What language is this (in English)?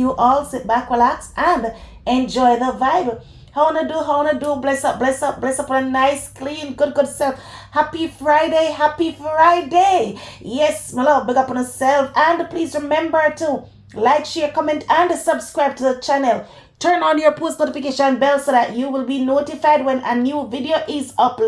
Jamaican Creole English